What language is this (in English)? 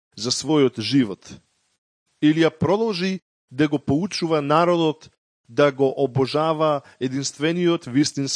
Macedonian